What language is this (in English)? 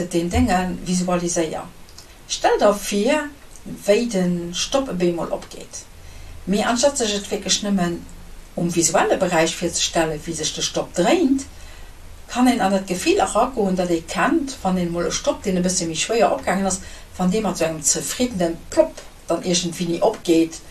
Luxembourgish